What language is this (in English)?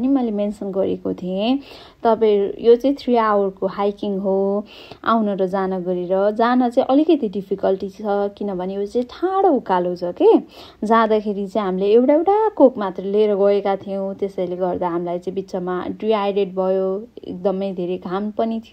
Nepali